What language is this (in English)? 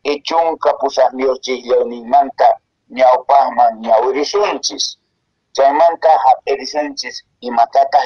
Quechua